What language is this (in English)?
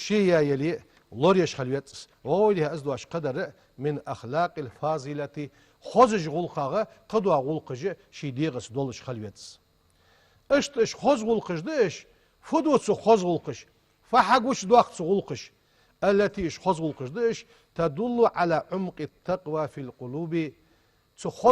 Ingush